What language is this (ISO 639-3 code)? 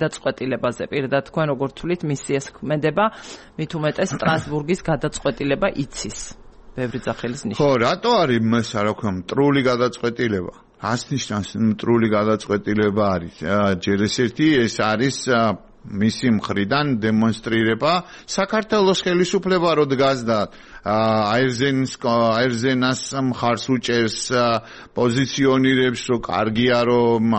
kat